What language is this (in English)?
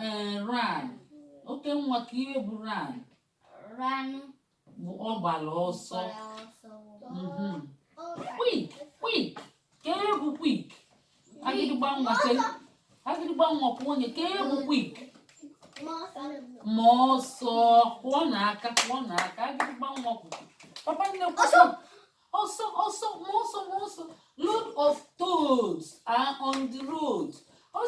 Igbo